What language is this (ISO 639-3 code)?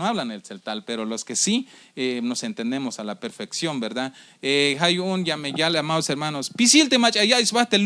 tzh